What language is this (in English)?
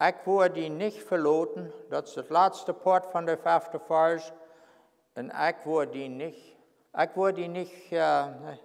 Plautdietsch